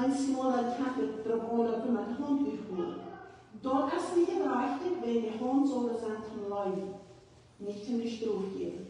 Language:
Plautdietsch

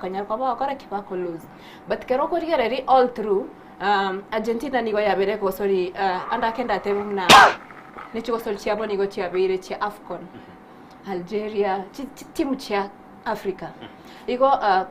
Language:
Gusii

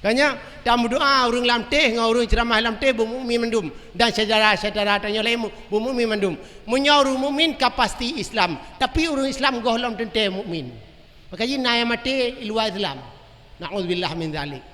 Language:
Achinese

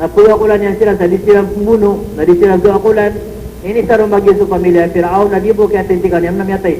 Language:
Maranao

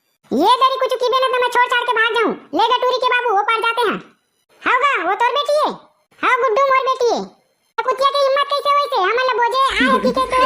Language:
Chhattisgarhi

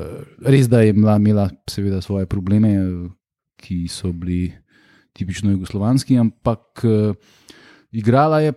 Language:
Slovenian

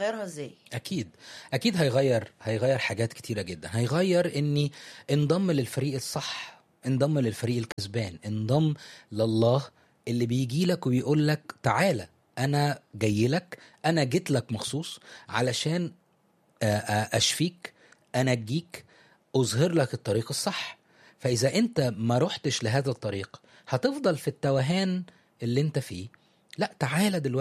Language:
Egyptian Arabic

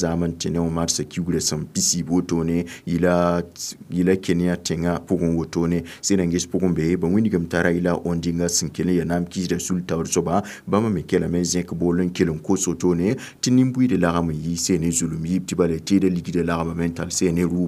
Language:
Mossi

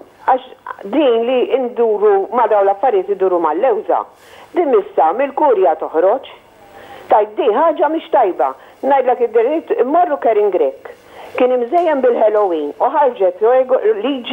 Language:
Maltese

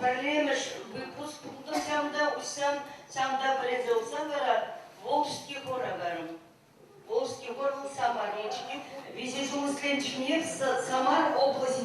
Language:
Chuvash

